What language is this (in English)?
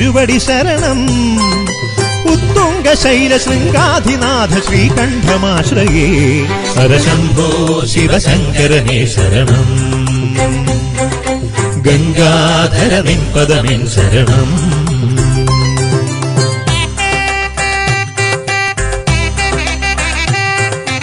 Malayalam